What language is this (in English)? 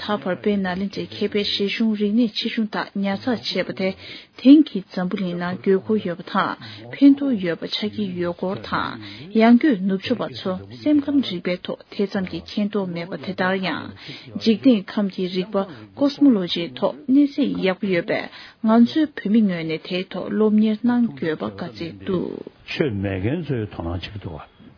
Tibetan